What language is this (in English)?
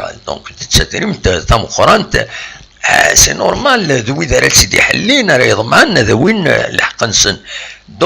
Kabyle